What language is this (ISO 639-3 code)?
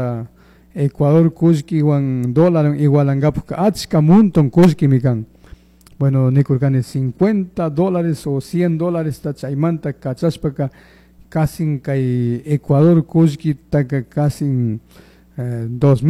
qug